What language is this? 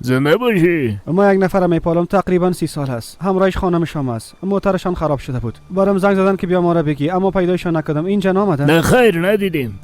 Persian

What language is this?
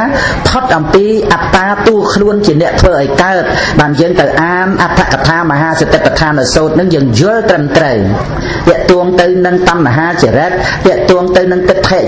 Khmer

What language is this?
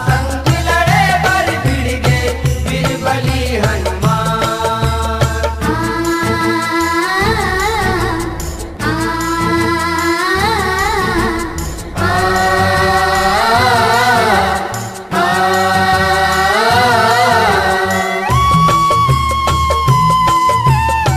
Chhattisgarhi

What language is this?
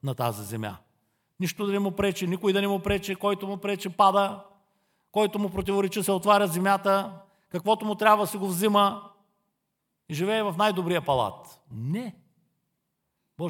Bulgarian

